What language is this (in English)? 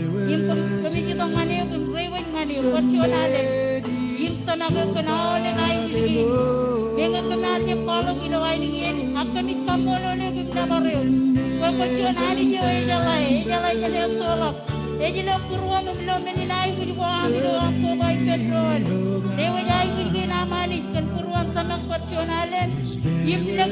Marshallese